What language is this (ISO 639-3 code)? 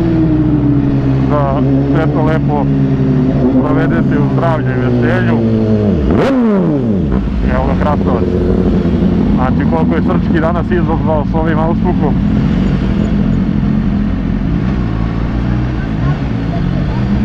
srp